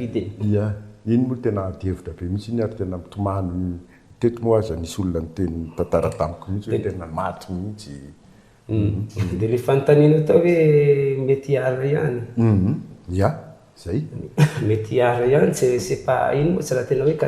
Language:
Malagasy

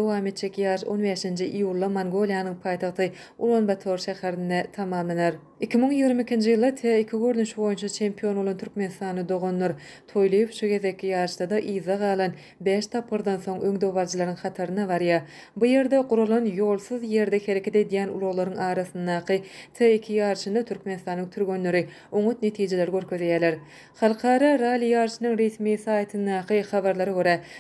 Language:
Turkmen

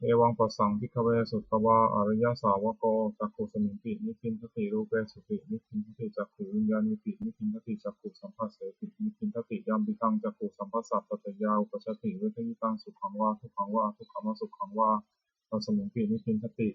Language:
Pali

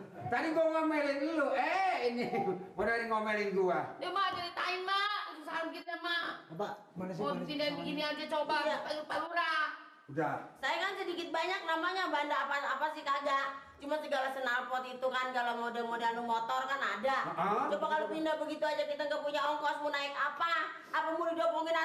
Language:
Betawi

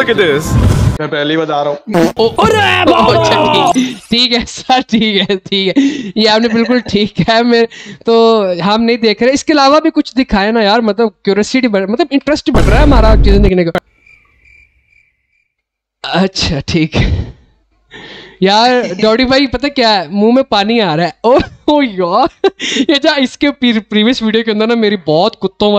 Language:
Hindi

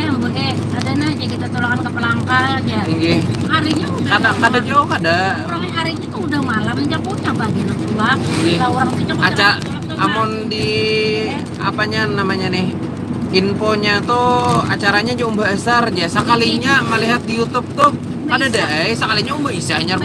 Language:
Banjar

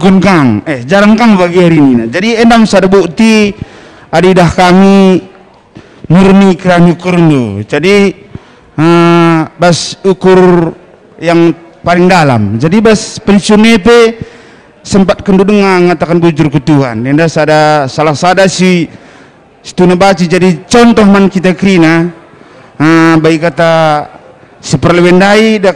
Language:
Batak Karo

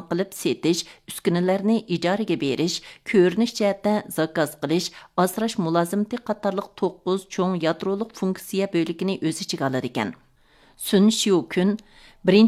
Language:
Uyghur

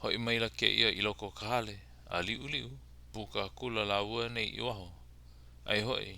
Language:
Hawaiian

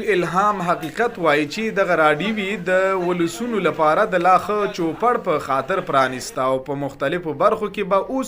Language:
Pashto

